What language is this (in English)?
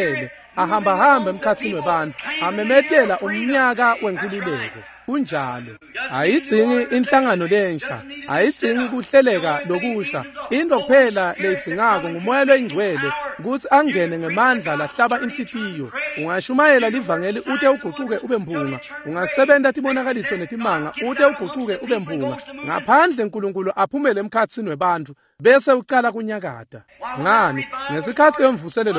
Swati